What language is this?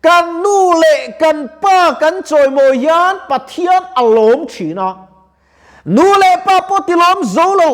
Mizo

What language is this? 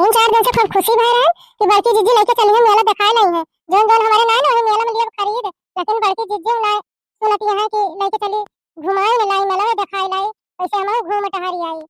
Awadhi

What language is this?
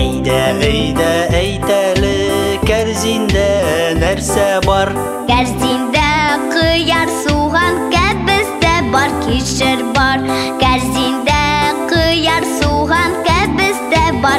Tatar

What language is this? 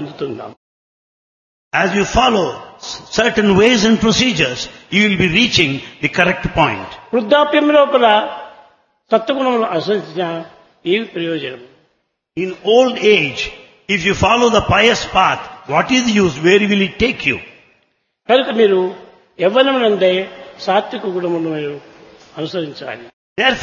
Telugu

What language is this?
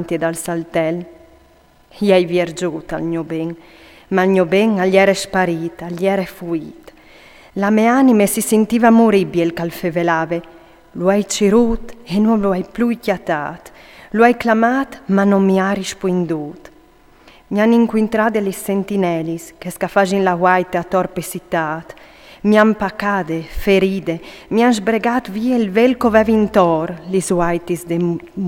Friulian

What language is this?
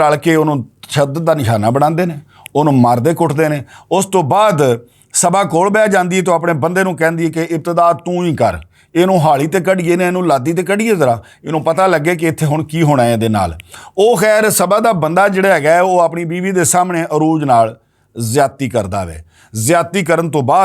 Western Panjabi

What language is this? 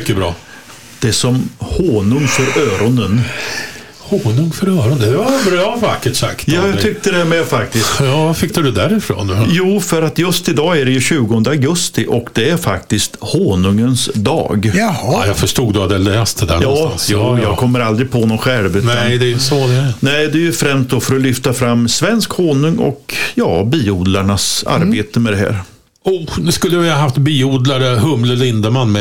Swedish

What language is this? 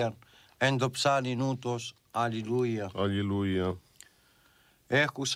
Greek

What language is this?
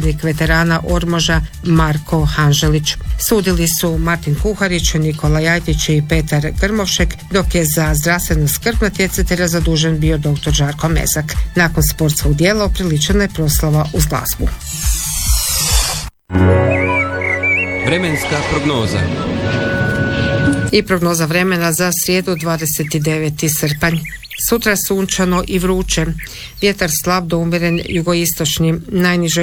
Croatian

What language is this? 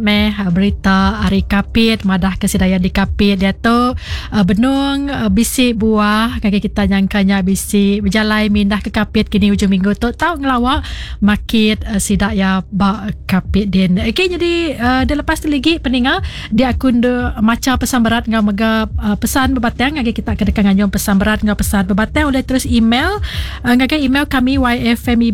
Iban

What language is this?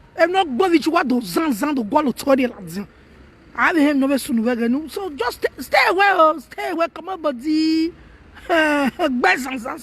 Nigerian Pidgin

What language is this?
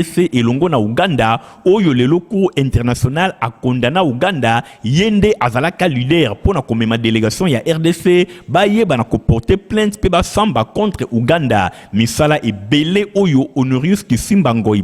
Lingala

